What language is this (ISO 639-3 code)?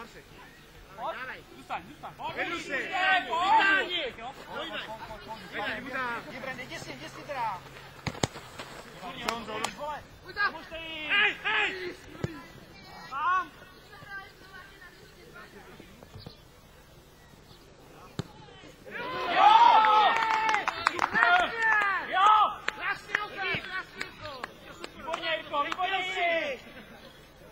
ces